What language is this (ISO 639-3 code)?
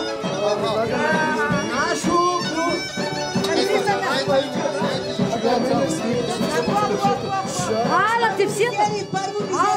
bul